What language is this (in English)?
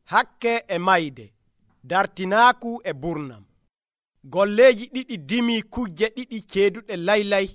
Nigerian Fulfulde